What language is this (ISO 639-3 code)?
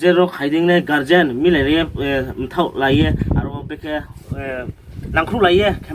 ria